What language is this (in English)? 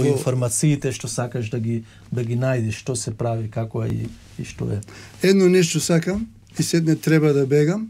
Macedonian